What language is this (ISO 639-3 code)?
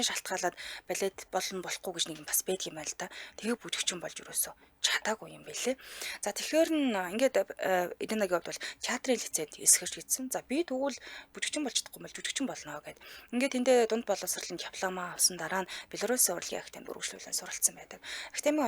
mon